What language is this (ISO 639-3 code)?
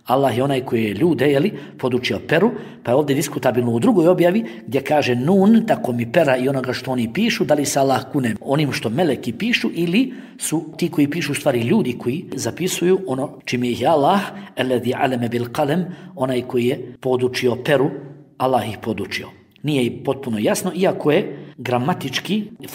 bos